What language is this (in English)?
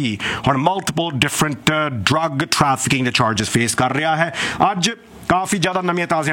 Punjabi